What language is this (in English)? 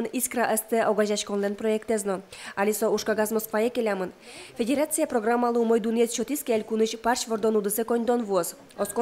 Udmurt